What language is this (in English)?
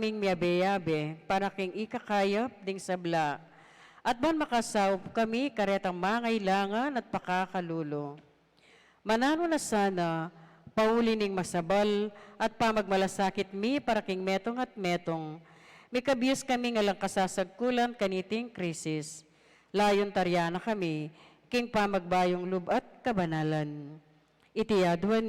Pampanga